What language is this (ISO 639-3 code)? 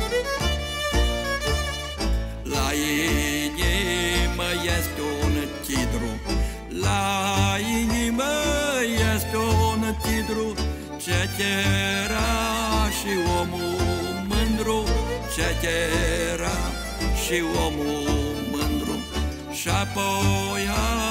ron